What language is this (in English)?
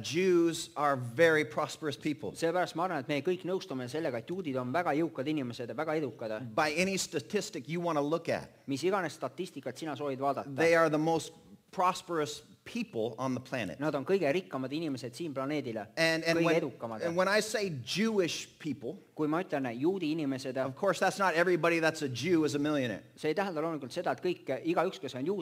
Estonian